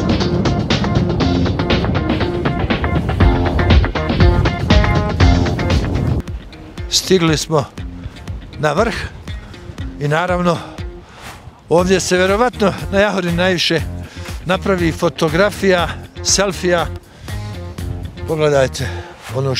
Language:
Bosnian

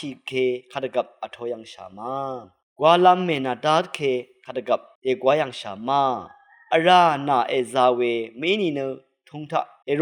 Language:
Rawang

